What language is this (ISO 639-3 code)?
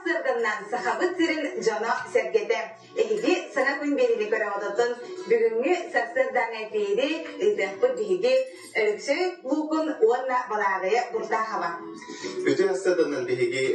sah